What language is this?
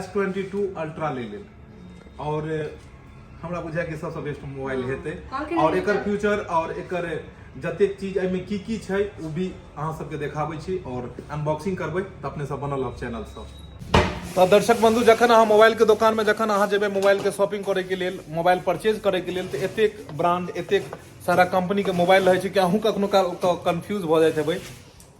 Maithili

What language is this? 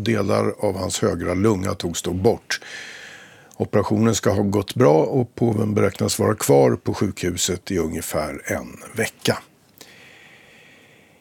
Swedish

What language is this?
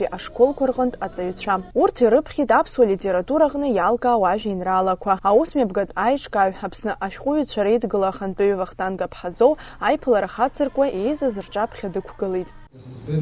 Abkhazian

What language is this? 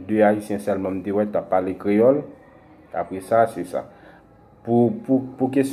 Haitian Creole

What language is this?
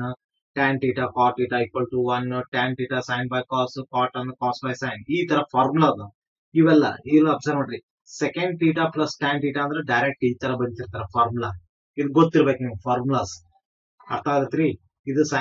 Kannada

